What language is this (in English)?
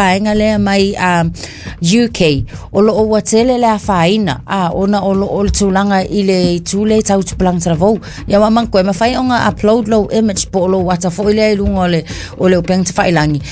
Samoan